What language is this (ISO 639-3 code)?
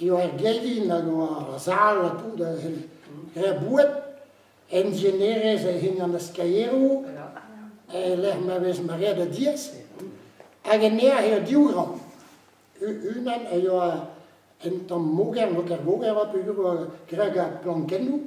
bre